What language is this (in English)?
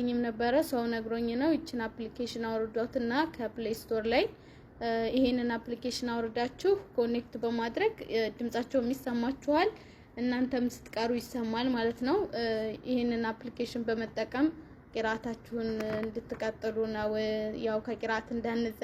Amharic